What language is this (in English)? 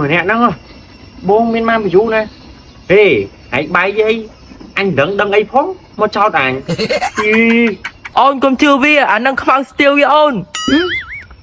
Khmer